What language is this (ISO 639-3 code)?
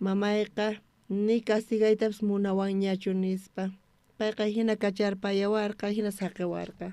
quh